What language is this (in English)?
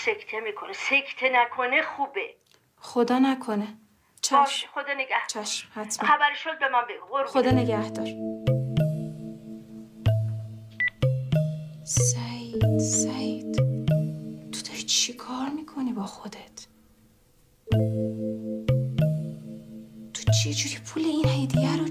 Persian